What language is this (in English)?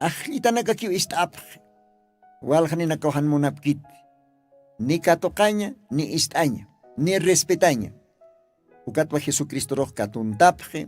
Aymara